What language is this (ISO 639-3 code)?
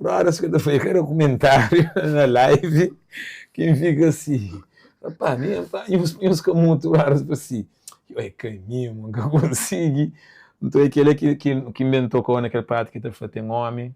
kea